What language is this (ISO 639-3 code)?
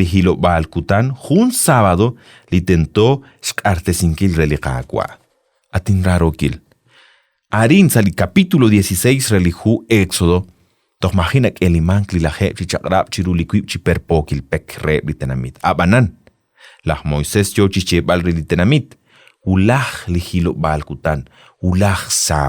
kek